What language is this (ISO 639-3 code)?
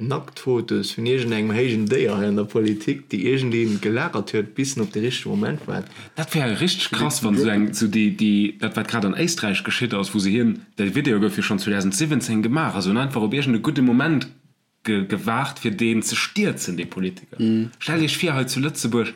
ltz